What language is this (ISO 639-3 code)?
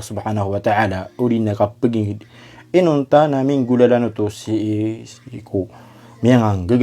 mrw